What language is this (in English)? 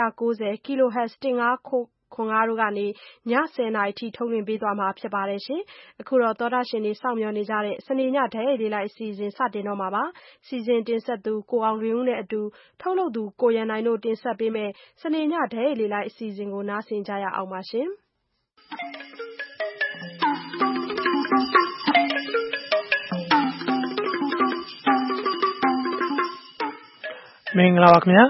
Burmese